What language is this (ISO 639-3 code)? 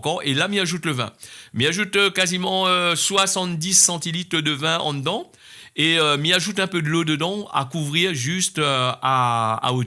rcf